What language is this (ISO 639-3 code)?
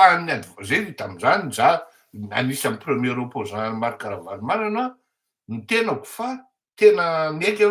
mlg